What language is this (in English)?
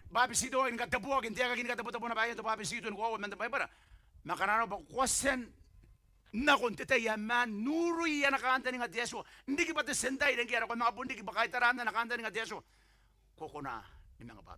Gilbertese